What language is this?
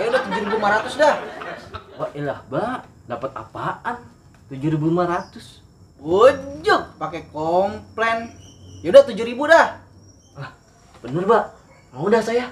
Betawi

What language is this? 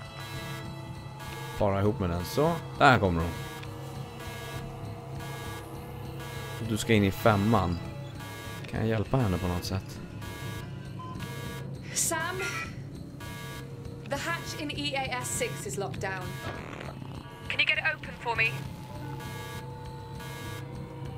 Swedish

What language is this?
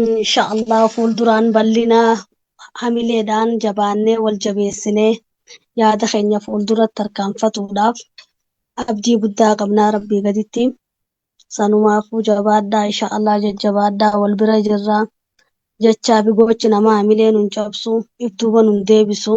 Oromo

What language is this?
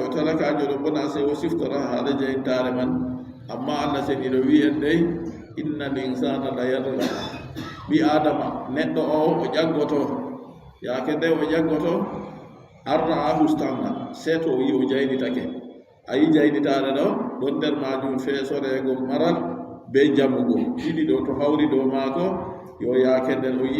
Adamawa Fulfulde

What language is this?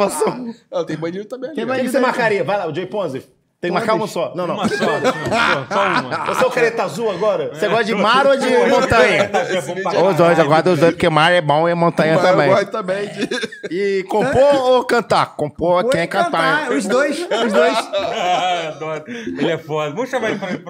Portuguese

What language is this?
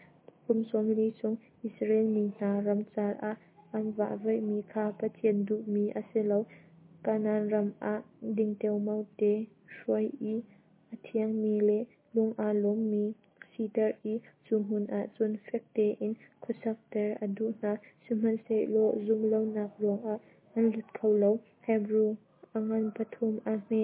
Hakha Chin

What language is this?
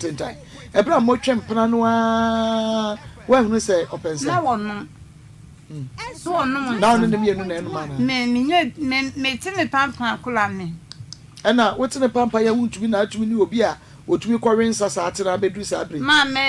Akan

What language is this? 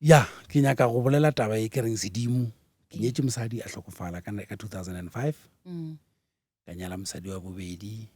Northern Sotho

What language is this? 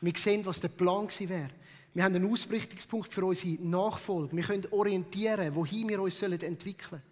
Swiss German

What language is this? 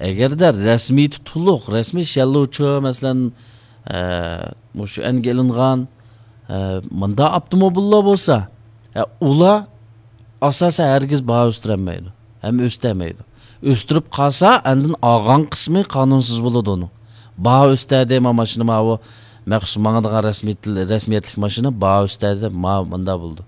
Uyghur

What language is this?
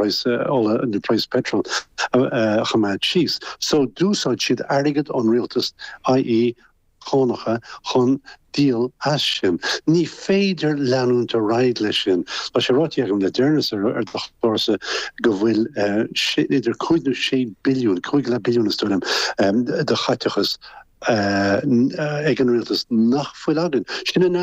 Irish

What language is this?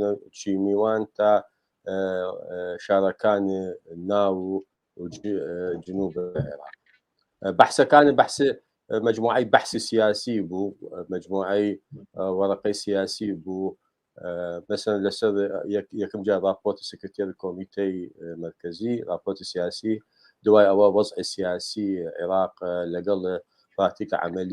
Central Kurdish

